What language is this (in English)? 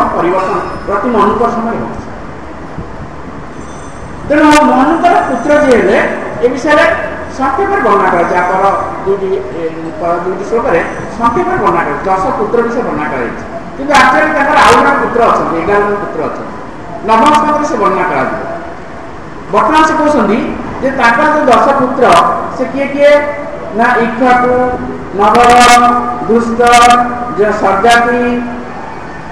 Odia